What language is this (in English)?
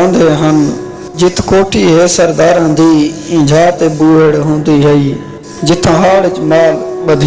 Saraiki